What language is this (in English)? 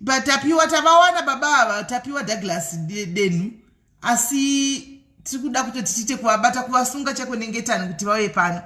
Shona